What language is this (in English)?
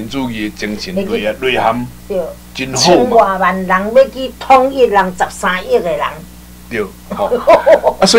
Min Nan Chinese